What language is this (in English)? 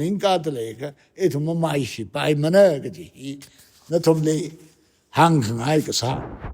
Tangkhul Naga (India)